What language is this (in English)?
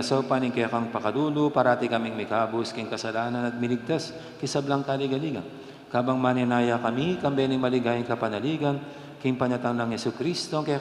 Pampanga